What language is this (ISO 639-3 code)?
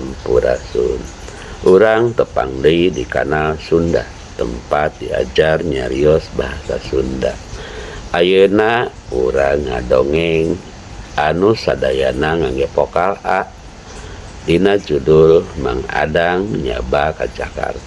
sun